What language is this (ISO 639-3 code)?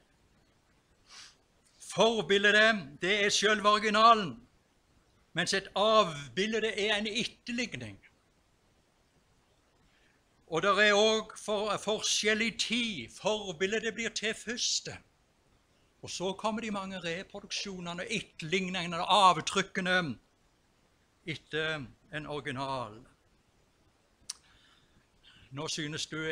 nor